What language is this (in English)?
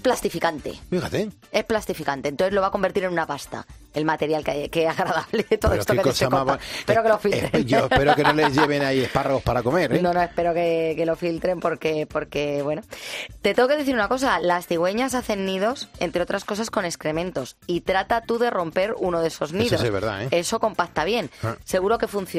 Spanish